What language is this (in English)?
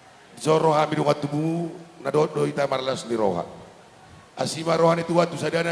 Batak Toba